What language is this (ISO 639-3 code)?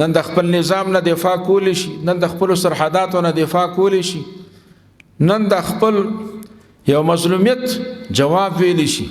pus